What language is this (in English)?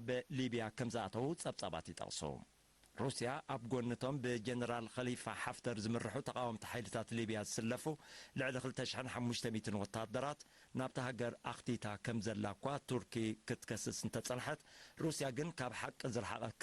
Tigrinya